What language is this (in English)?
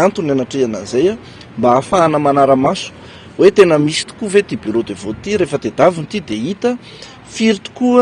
Malagasy